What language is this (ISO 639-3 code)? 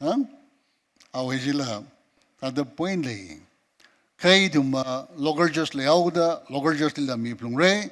nmf